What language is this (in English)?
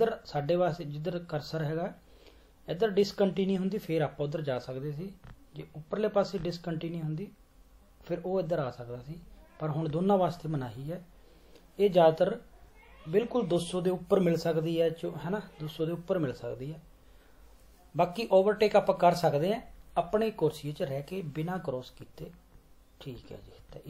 Punjabi